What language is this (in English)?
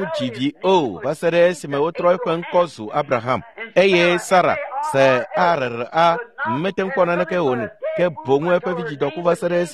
Ewe